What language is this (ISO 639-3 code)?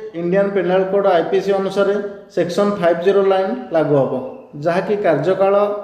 ori